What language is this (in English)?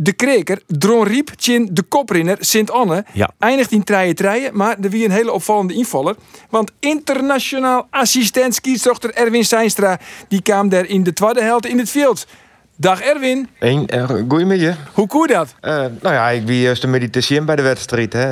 Western Frisian